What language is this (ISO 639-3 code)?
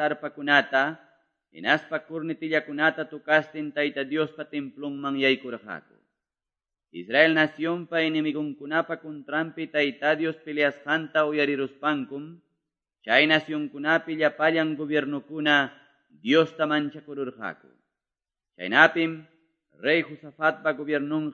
que